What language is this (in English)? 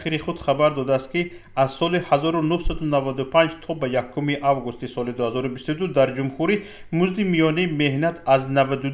Tajik